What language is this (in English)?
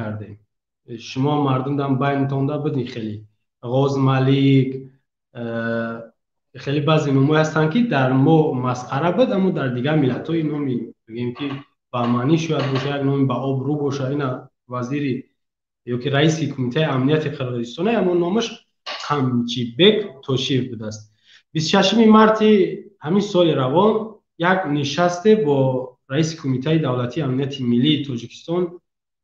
Tajik